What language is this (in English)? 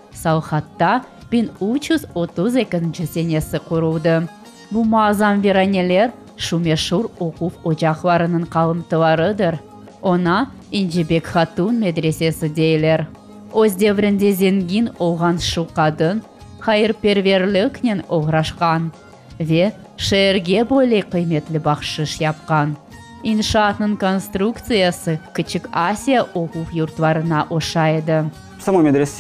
Crimean Tatar